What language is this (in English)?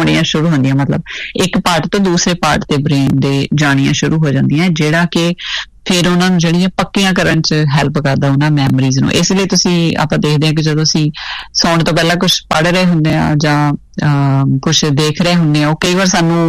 Punjabi